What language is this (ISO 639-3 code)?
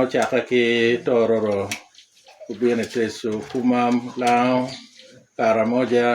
laj